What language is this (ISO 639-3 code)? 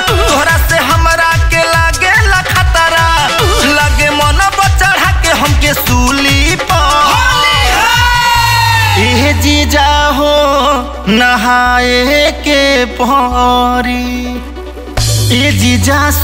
bho